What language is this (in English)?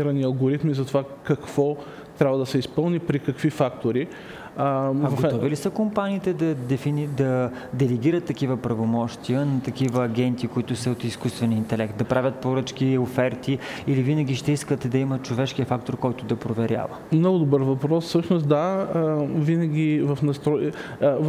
Bulgarian